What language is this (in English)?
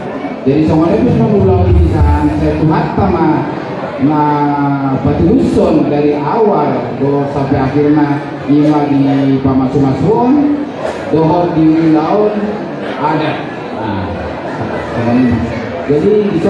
Batak Toba